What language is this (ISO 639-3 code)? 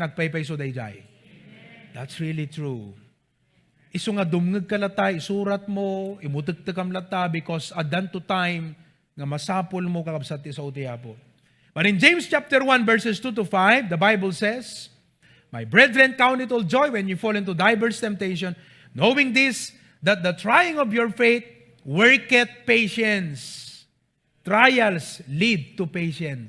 ilo